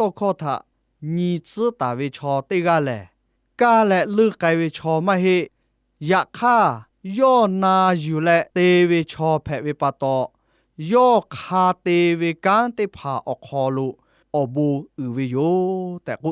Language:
Lahu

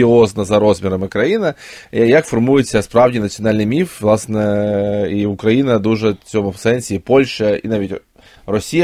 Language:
Ukrainian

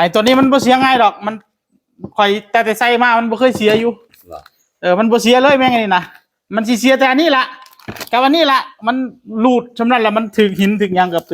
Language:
Northeastern Thai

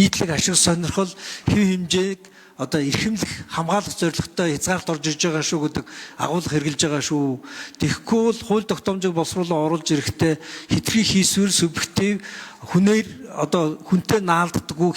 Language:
Mongolian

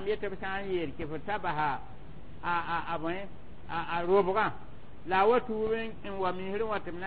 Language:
Mossi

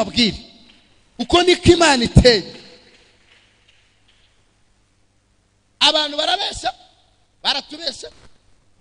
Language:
Kinyarwanda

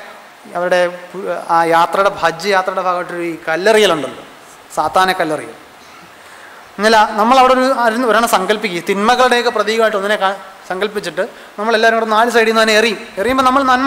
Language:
Malayalam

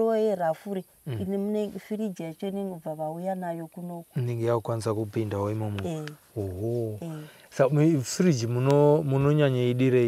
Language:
Shona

